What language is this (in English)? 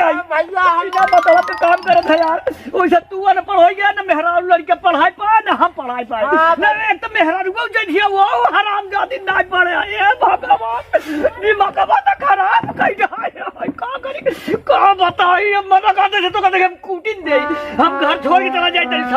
Awadhi